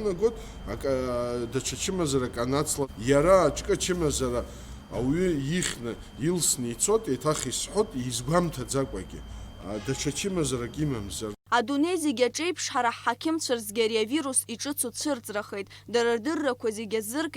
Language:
Abkhazian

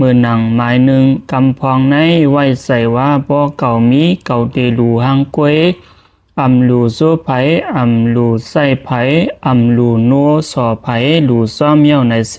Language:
Lao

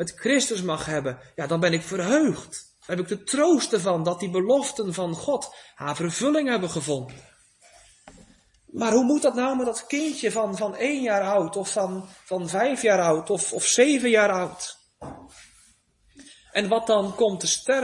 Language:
Dutch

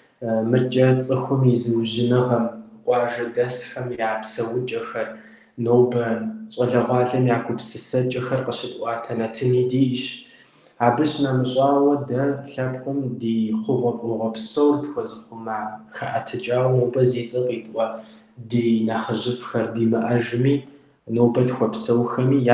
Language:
Kabardian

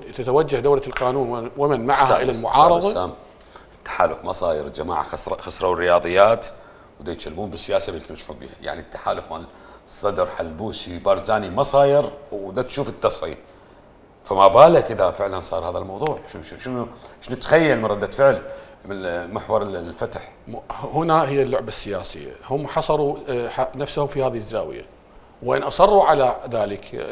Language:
Mesopotamian Arabic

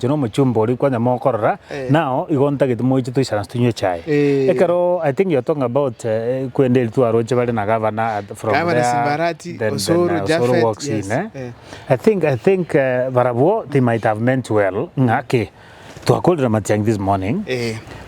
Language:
Gusii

